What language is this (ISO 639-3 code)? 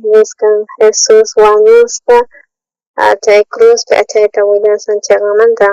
quh